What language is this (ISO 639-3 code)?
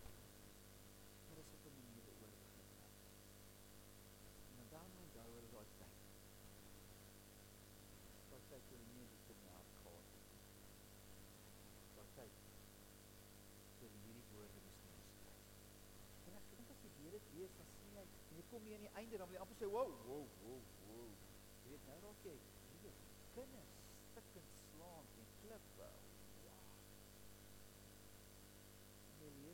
afr